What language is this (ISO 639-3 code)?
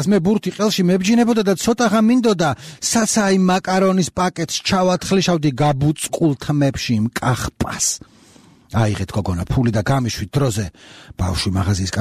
kat